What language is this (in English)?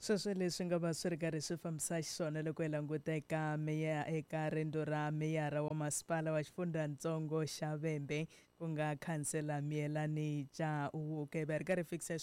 Tsonga